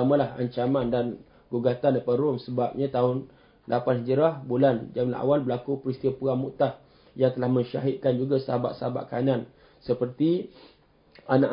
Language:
Malay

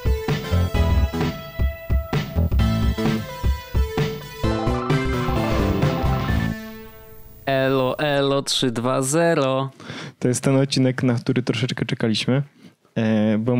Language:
Polish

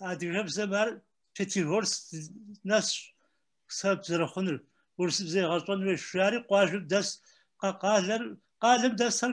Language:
Kabardian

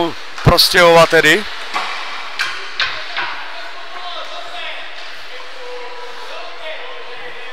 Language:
Czech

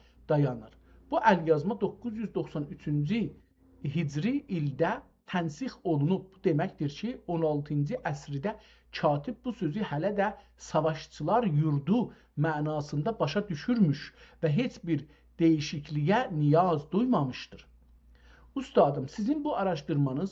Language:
South Azerbaijani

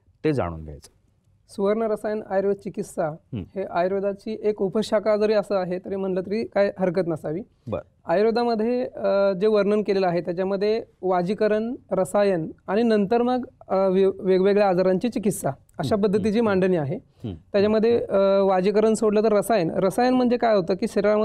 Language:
Marathi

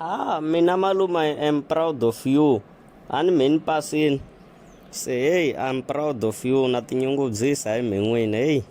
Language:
Tsonga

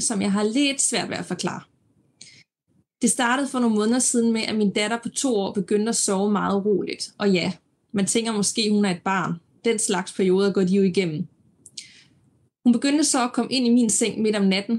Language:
Danish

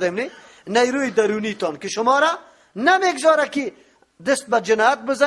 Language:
Persian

